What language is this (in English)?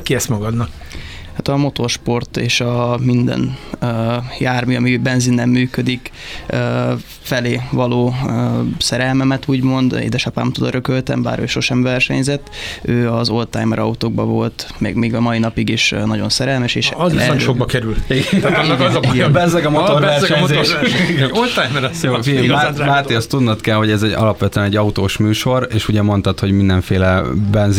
Hungarian